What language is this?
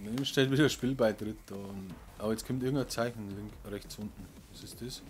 Bavarian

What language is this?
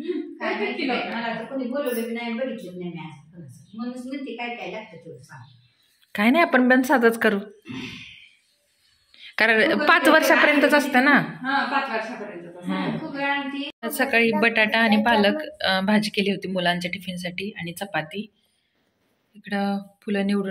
Marathi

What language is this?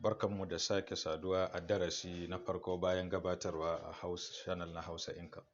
Hausa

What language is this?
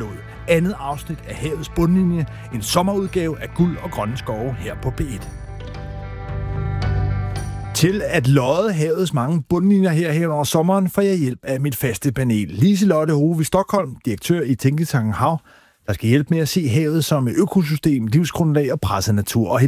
Danish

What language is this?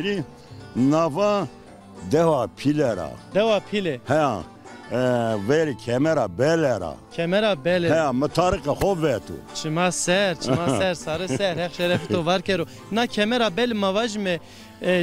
Zaza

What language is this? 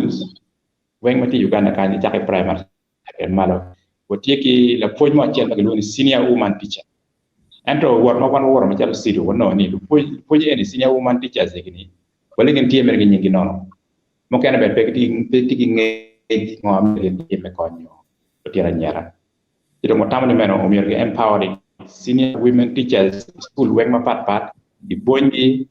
Acoli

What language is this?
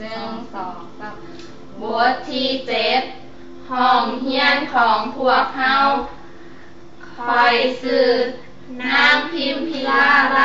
Lao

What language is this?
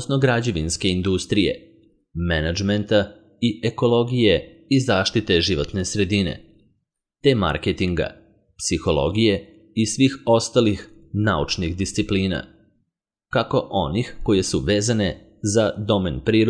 Serbian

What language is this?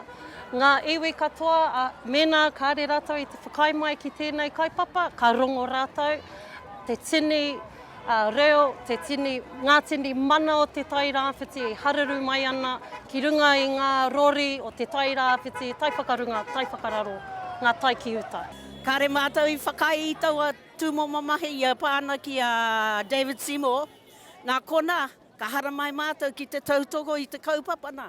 Māori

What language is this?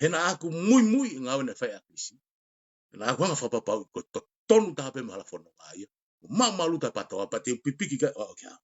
Tongan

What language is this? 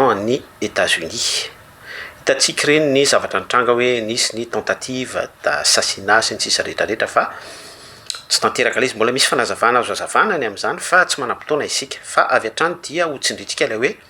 Malagasy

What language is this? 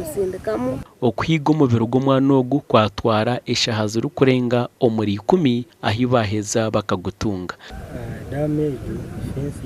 Nyankole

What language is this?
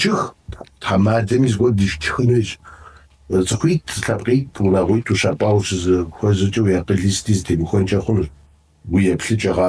Kabardian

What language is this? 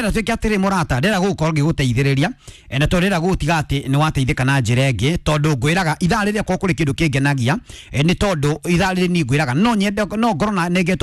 Kikuyu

